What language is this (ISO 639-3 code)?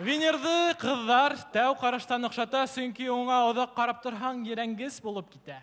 bak